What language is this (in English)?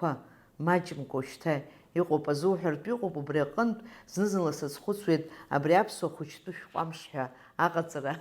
Abkhazian